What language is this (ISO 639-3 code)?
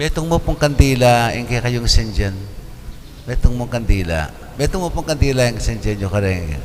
pam